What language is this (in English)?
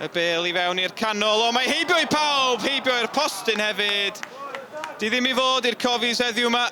Welsh